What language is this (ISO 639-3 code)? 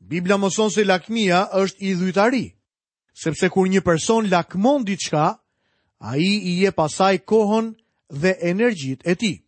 sqi